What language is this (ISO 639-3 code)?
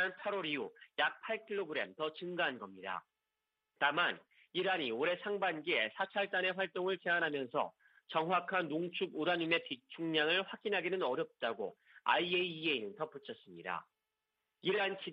kor